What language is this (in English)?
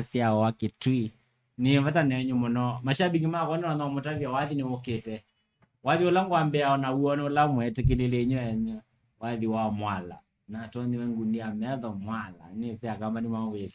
Kamba